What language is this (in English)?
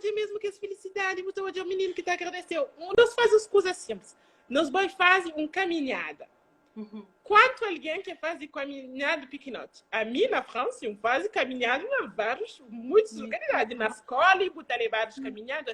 Kabuverdianu